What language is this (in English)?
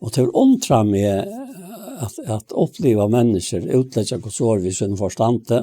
Faroese